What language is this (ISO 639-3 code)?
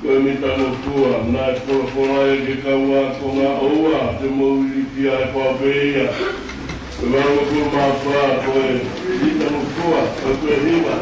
ton